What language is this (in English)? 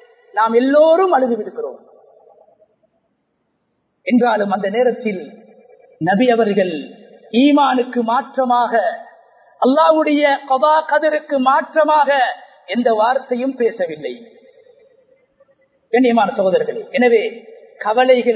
Tamil